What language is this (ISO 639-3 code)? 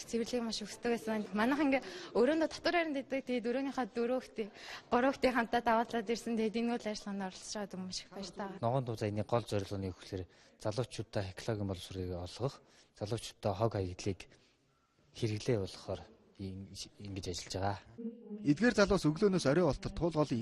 mon